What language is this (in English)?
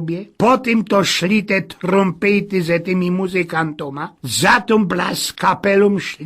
Silesian